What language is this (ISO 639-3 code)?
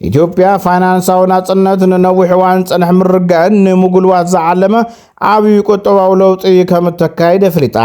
tir